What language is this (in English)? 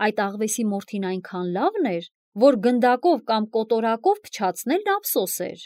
Armenian